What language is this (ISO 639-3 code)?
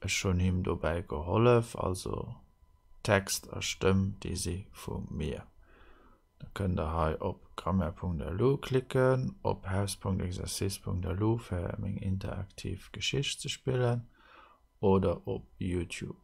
ltz